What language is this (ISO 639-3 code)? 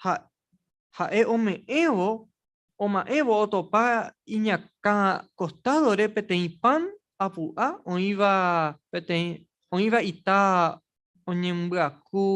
grn